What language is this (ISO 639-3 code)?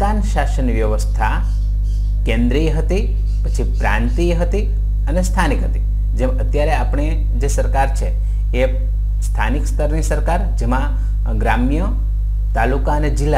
guj